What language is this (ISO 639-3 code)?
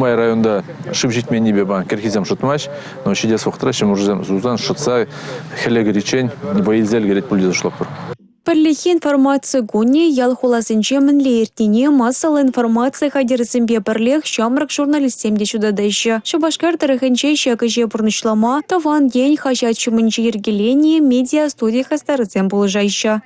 chv